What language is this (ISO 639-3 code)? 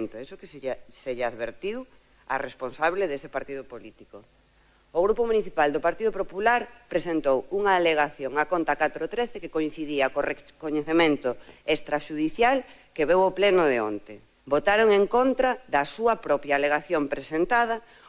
glg